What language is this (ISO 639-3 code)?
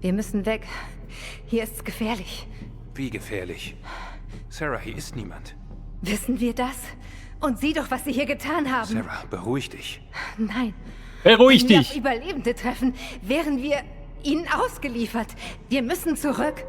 gsw